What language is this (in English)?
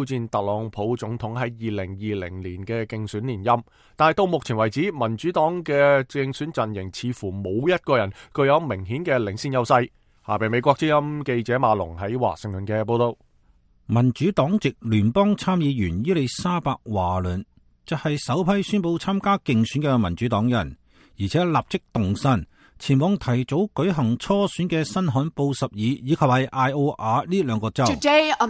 Cantonese